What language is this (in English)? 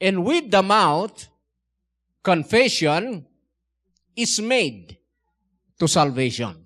Iloko